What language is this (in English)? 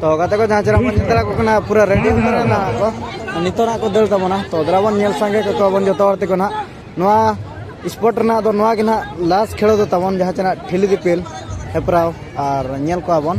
Santali